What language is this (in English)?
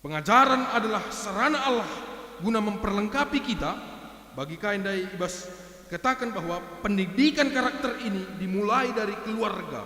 Batak Karo